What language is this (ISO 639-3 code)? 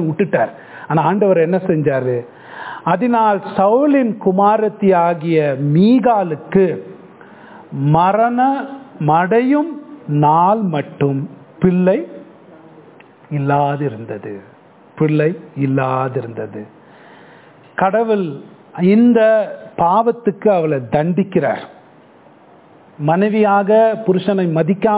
tam